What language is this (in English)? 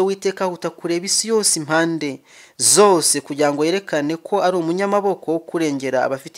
Kinyarwanda